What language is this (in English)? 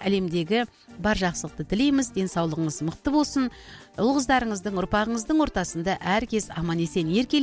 Kazakh